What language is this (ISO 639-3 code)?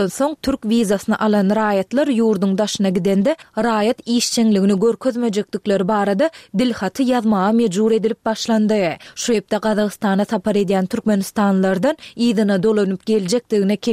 tuk